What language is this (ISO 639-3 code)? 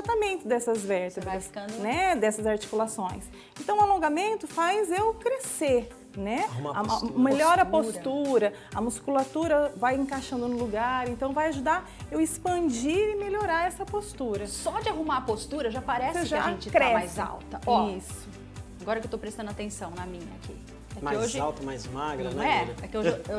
por